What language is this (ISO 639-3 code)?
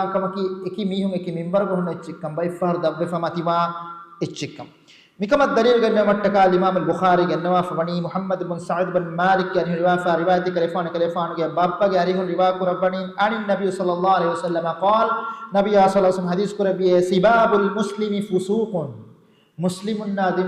div